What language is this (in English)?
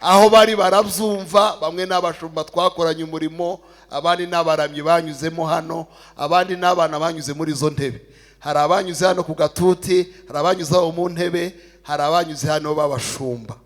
Kinyarwanda